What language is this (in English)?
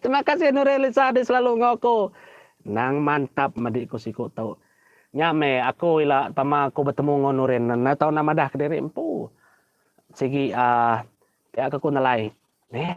Iban